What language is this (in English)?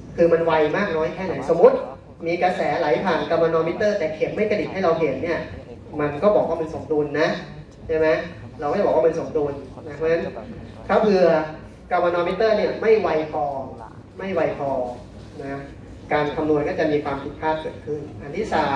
Thai